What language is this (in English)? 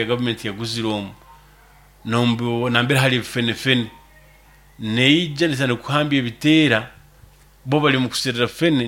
Nyoro